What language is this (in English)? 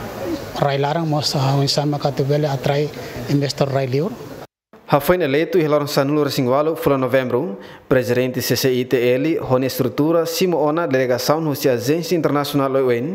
Tetum